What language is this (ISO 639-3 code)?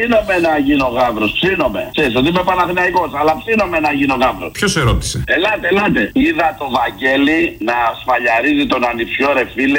ell